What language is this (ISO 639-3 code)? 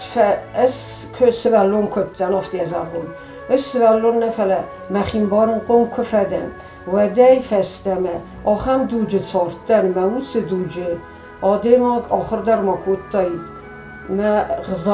oss